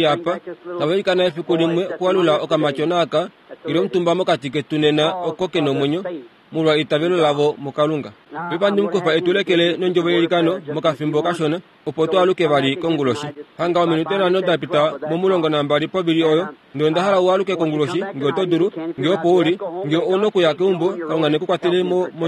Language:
Kuanyama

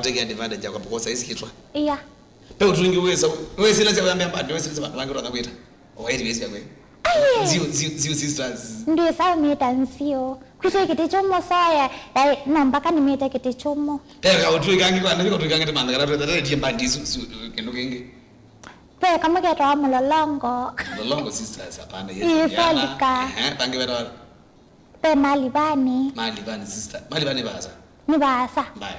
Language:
Kamba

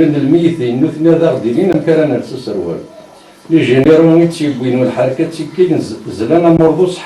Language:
Kabyle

